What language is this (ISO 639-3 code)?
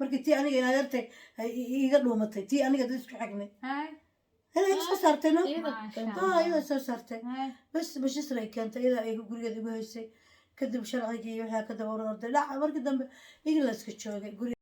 som